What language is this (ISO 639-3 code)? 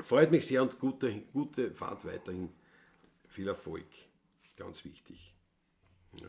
bar